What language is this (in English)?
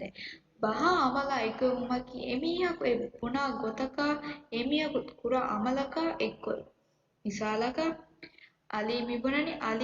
Divehi